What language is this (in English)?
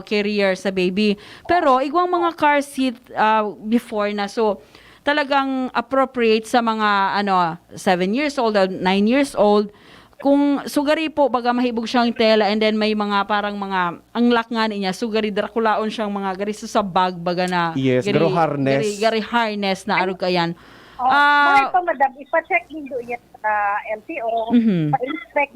Bikol